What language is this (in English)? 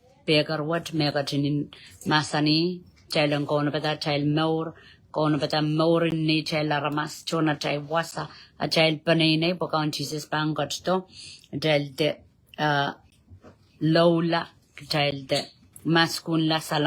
Pohnpeian